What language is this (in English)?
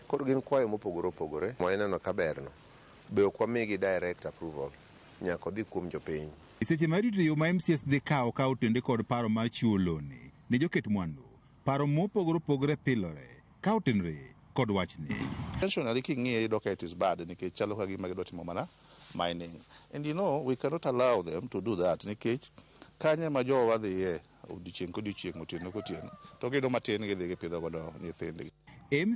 Luo (Kenya and Tanzania)